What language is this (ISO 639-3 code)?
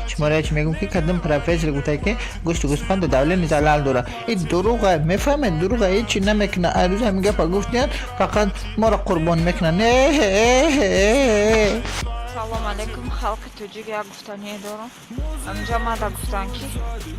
tgk